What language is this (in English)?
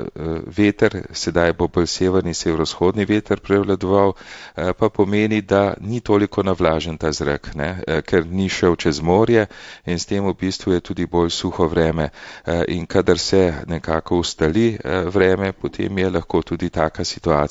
Slovenian